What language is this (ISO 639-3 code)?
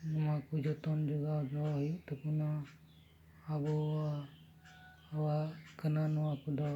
sat